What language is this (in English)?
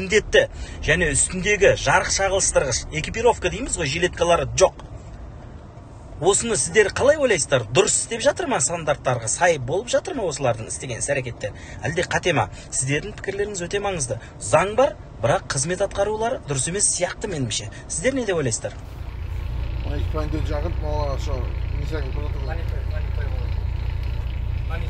Kazakh